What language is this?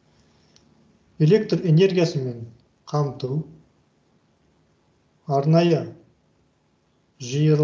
Kazakh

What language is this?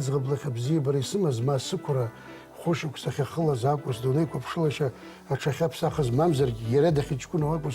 Abkhazian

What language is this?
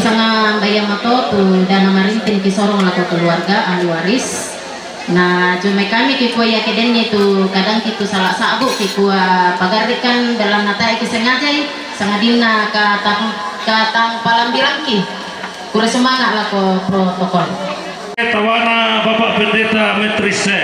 Toraja-Sa'dan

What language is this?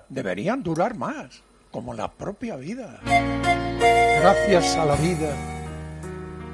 Spanish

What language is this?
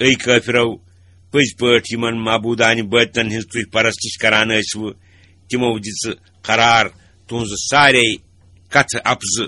Kashmiri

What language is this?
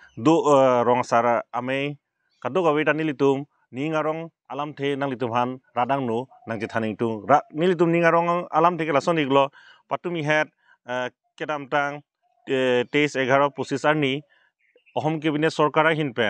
Karbi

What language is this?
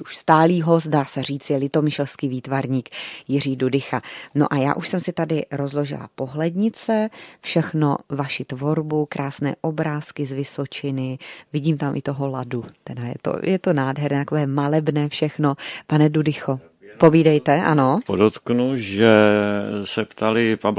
Czech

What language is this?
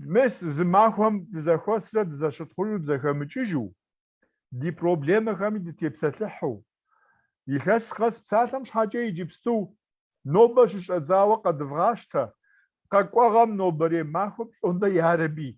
Kabardian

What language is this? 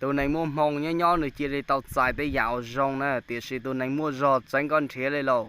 Hmong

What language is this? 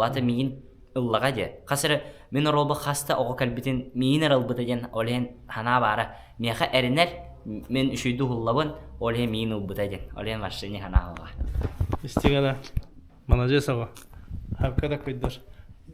Yakut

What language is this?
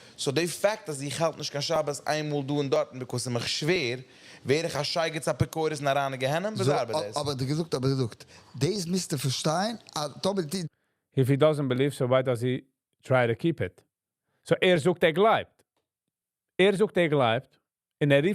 Yiddish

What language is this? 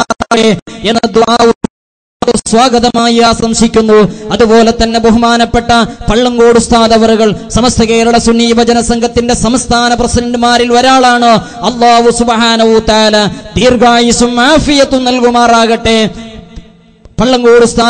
Malayalam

